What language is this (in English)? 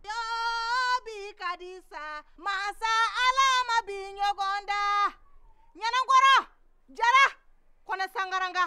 Bambara